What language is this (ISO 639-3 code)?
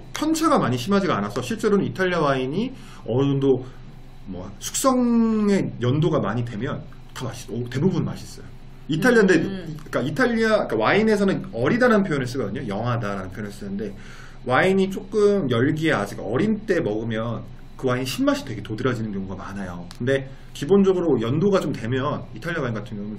kor